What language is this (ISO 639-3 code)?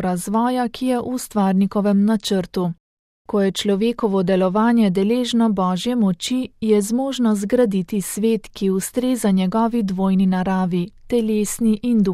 slv